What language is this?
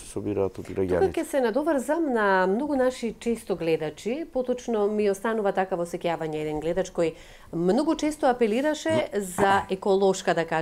Macedonian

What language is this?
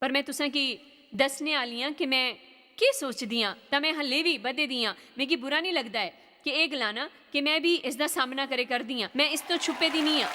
Dogri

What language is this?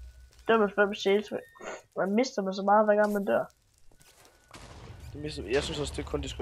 Danish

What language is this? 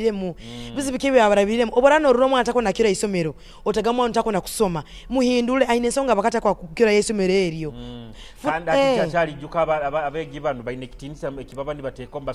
Nyoro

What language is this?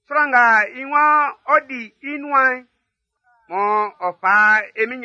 Baoulé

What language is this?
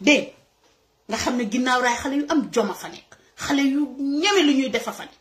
Wolof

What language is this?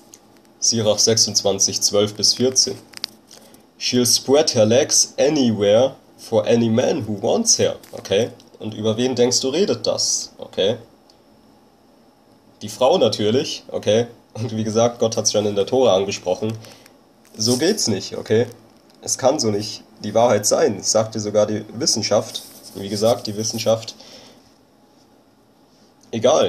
German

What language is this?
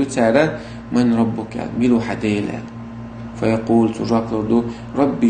Chechen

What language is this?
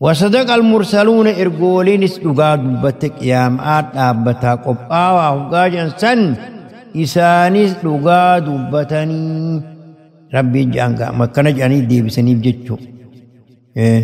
Oromo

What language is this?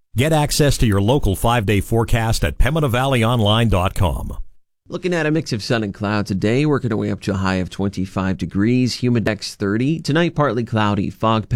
English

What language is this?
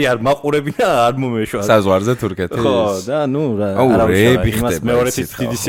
Georgian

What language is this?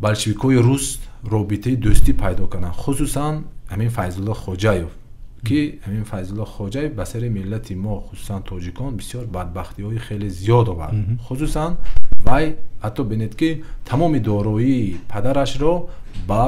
Tajik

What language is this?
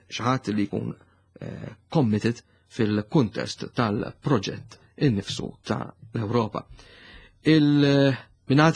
Maltese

